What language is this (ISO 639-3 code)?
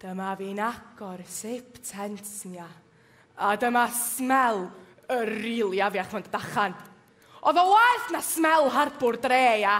cym